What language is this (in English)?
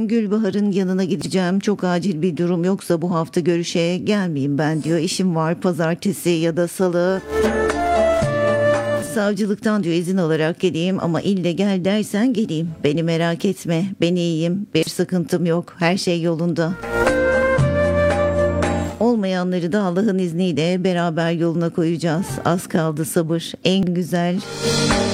Turkish